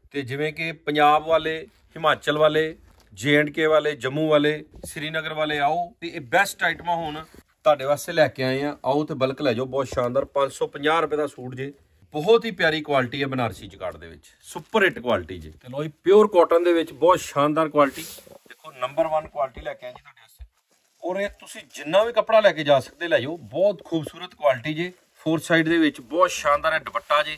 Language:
Punjabi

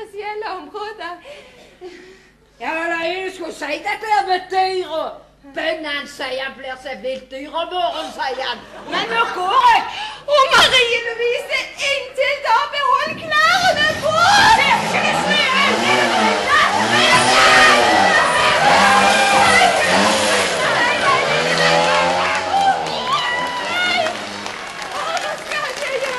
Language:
Norwegian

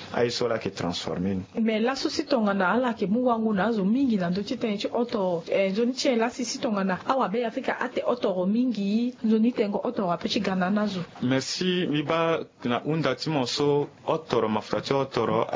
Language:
Sango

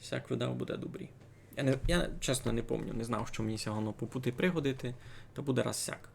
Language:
Rusyn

